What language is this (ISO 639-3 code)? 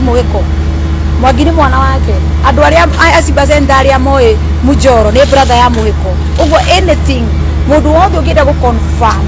kik